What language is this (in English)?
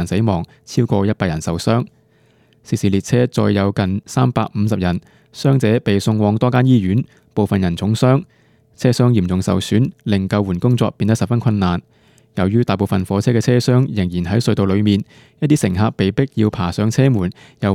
Cantonese